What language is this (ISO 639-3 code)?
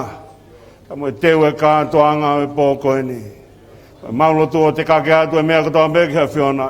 ton